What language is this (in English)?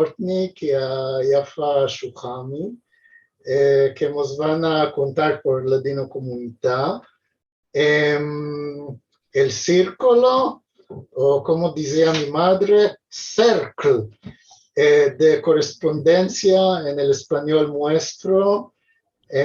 Ladino